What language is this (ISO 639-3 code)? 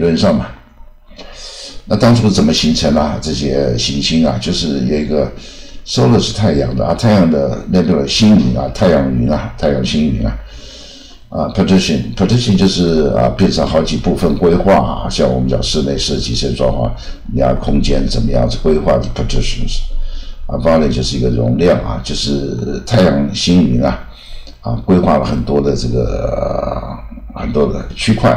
zho